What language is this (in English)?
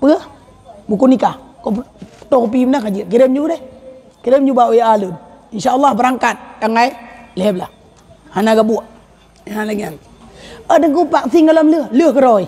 Achinese